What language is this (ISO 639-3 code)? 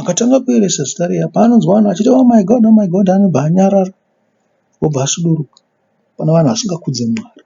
sna